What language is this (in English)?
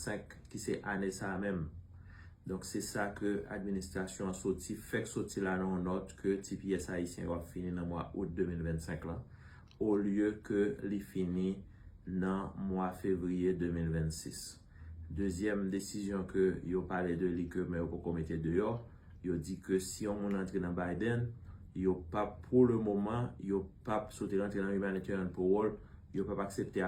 Haitian Creole